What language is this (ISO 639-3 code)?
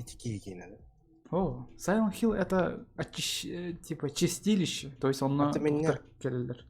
sah